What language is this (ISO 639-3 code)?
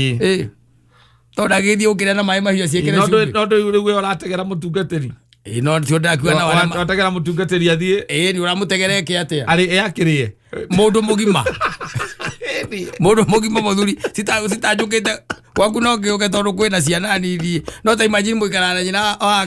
kik